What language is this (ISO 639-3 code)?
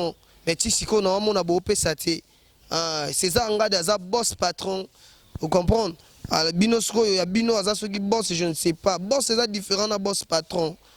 lin